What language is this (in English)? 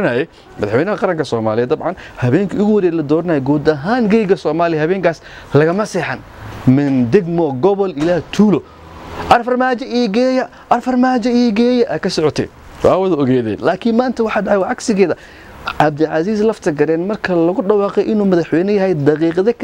Somali